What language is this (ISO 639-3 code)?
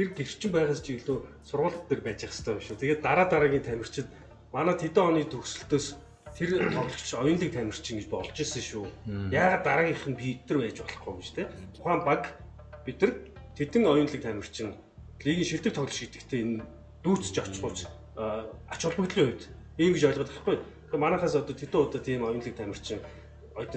mon